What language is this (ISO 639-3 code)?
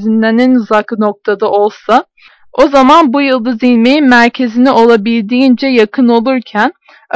tur